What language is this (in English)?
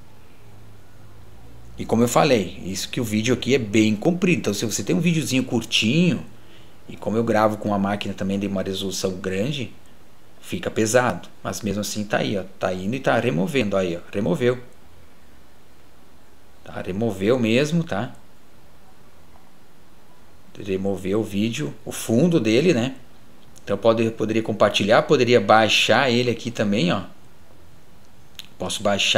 Portuguese